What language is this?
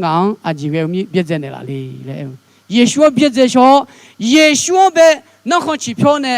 Akha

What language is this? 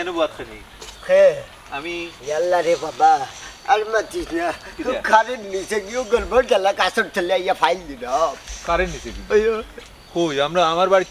Sylheti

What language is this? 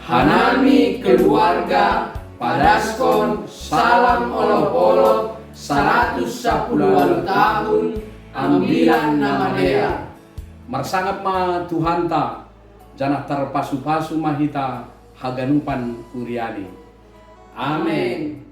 Batak Simalungun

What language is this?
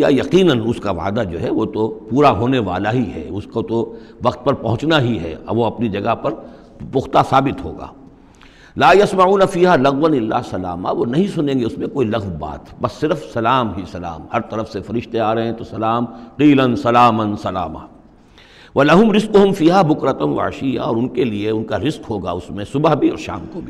Urdu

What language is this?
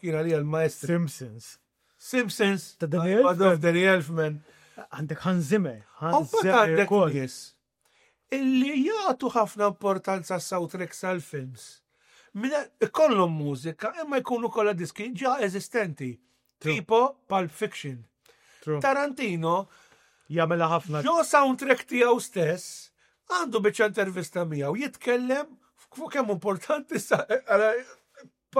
Maltese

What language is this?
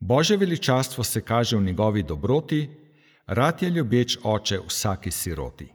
Slovenian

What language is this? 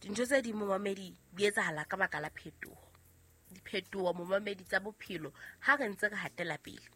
Southern Sotho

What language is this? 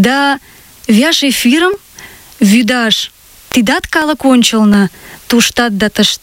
Mari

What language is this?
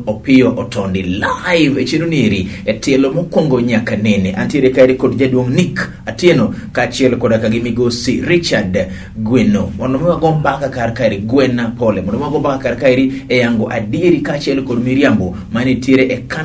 Luo (Kenya and Tanzania)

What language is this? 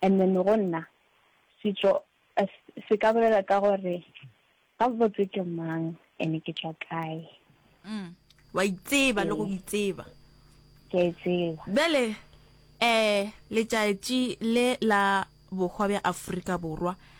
Northern Sotho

